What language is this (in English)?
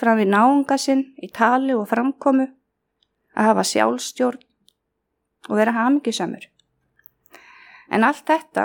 Icelandic